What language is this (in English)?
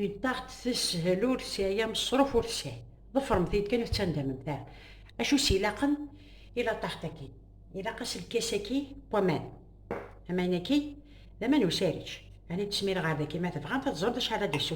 Kabyle